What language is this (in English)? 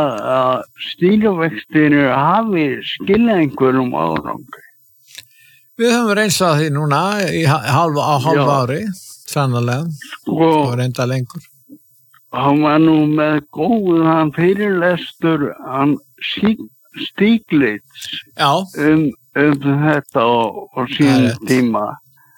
Icelandic